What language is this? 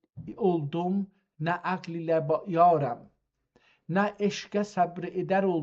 South Azerbaijani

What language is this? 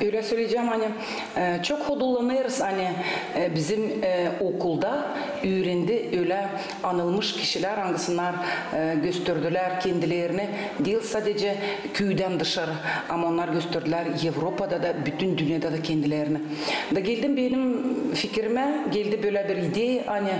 Gagauz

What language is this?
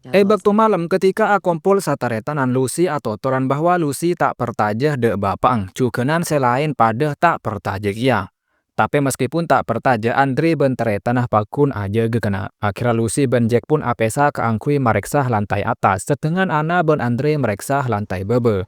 Madurese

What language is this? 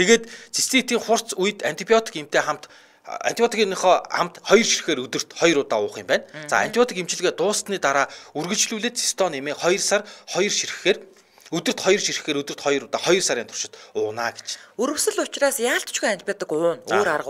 Mongolian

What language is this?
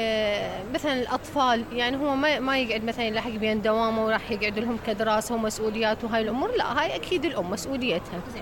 Mesopotamian Arabic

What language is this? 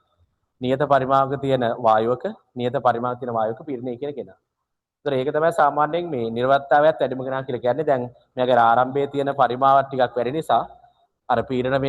Sinhala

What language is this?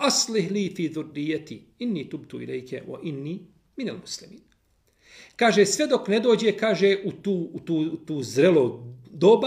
Bosnian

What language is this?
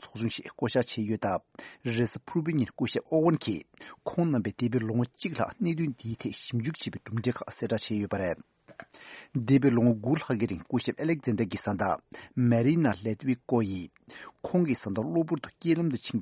Tibetan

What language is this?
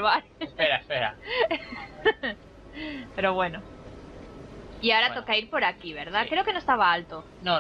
Spanish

